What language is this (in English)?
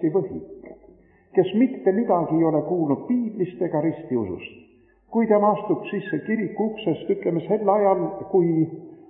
Estonian